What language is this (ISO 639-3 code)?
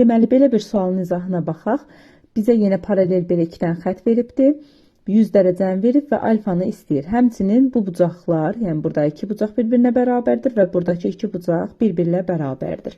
aze